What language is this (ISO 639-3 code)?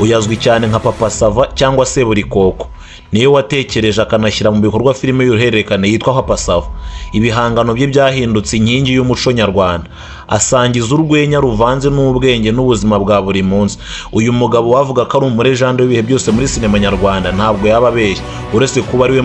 kin